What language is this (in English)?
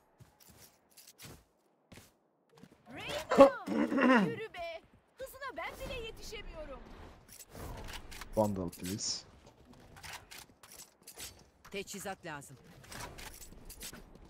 Turkish